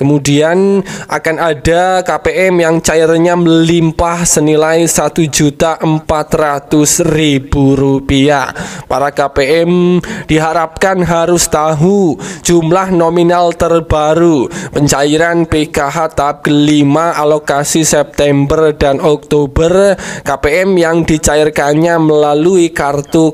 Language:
Indonesian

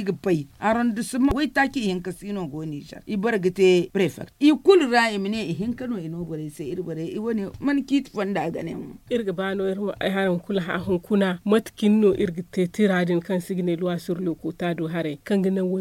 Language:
Zarma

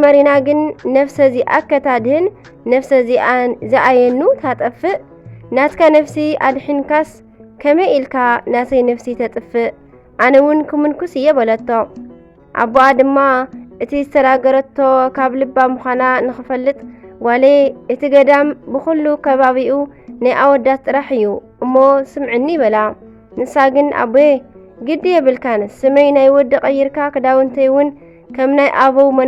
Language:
Tigrinya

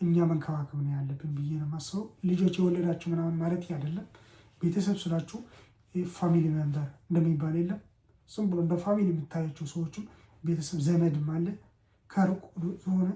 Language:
Amharic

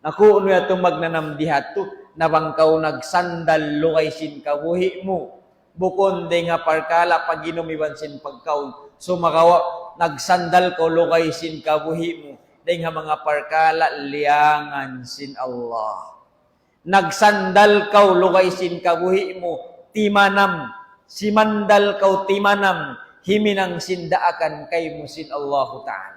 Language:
Tausug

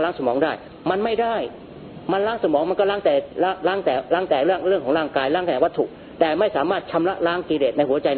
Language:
Thai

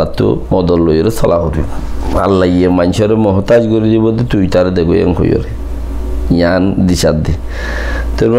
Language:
Rohingya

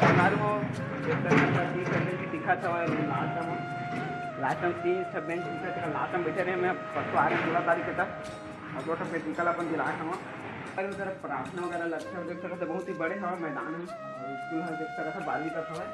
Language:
Chhattisgarhi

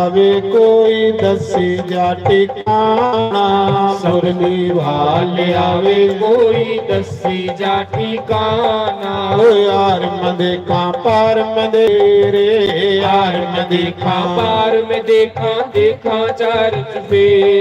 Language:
Dogri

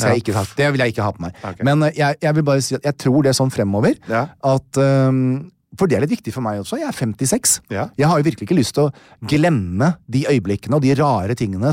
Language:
Norwegian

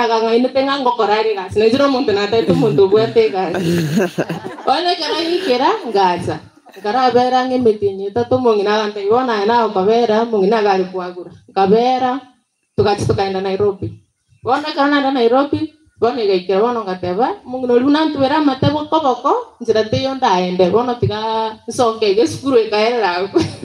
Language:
Gusii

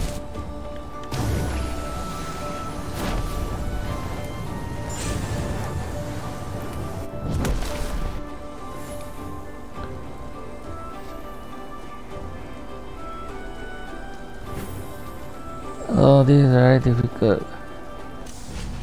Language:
English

